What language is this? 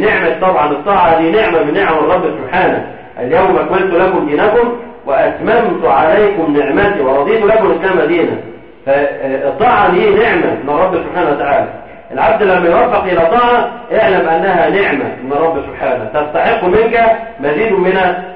Arabic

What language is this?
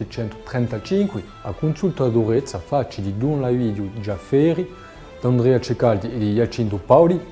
Corsican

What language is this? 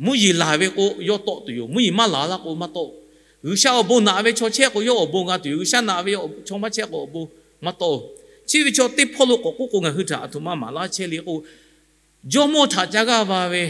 Lahu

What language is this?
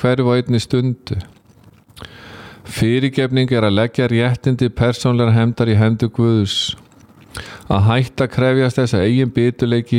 Icelandic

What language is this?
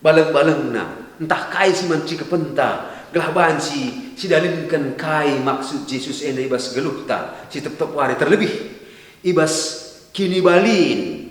Batak Karo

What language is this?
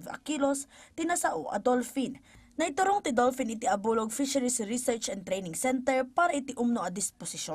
Iloko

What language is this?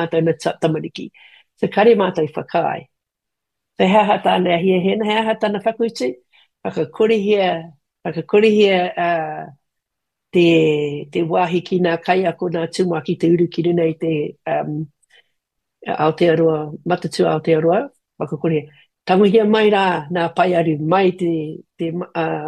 Māori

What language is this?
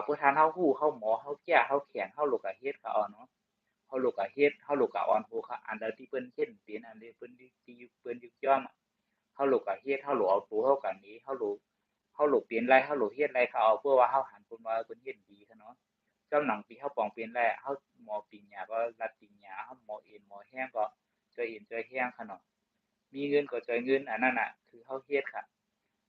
Shan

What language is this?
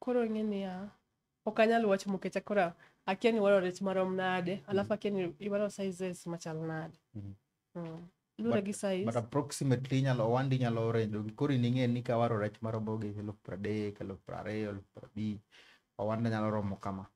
Luo (Kenya and Tanzania)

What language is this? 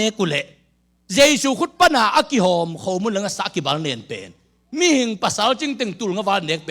Tedim Chin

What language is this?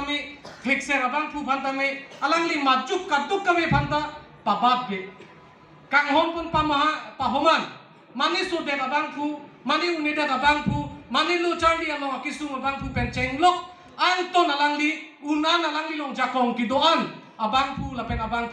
Karbi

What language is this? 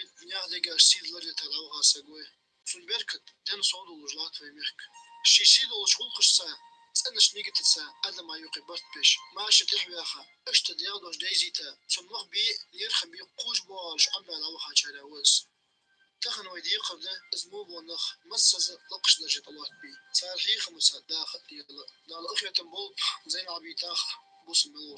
Ingush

